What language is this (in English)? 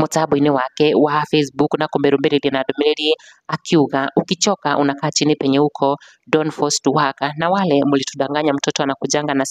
Kikuyu